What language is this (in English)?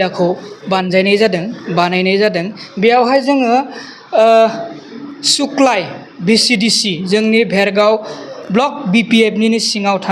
Bodo